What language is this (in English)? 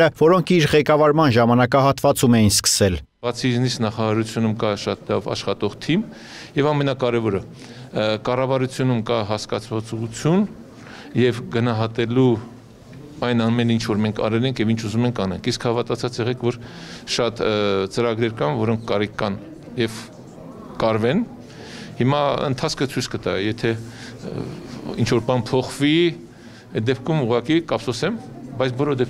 Armenian